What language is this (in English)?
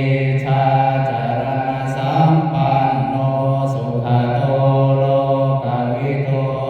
Pali